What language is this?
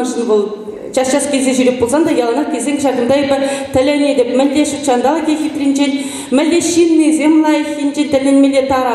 Chuvash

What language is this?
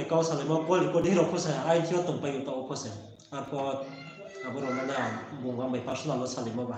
Riang (India)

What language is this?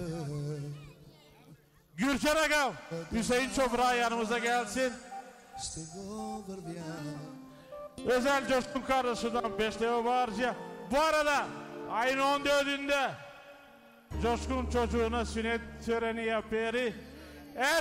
Turkish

